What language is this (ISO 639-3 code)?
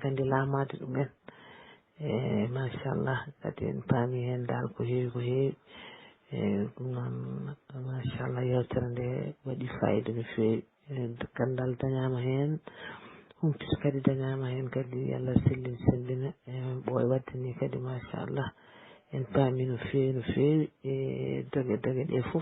ful